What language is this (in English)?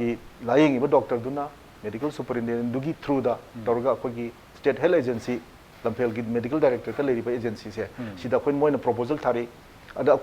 Manipuri